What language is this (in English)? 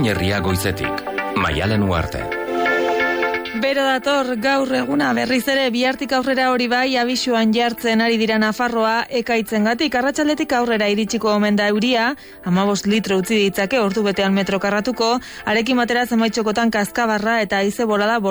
Basque